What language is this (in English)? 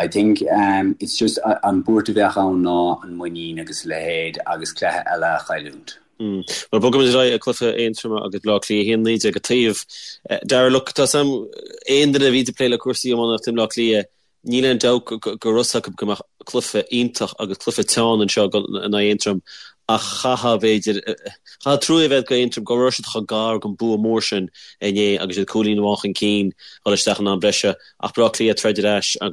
Irish